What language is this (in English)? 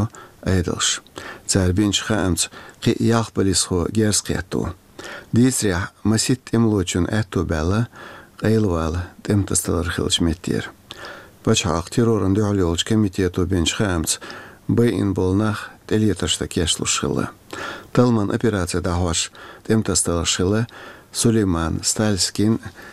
Chechen